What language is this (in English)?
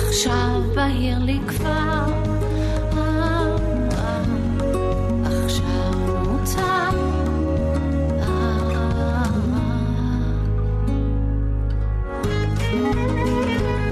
Hebrew